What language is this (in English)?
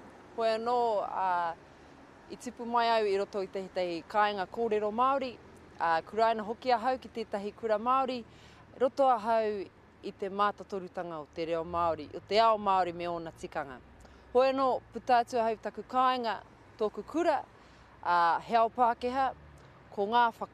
Māori